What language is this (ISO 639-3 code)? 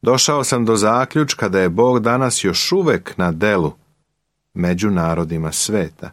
srp